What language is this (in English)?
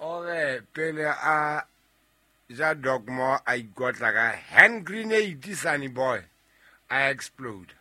Southern Sotho